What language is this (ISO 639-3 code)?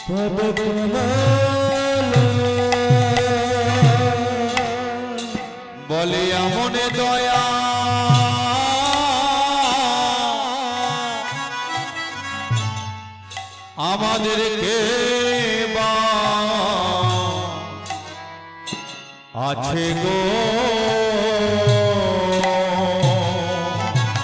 ben